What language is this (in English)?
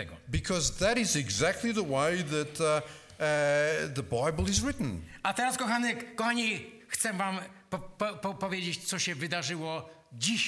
Polish